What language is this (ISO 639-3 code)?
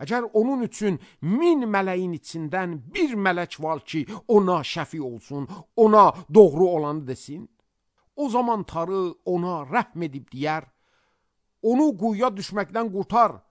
aze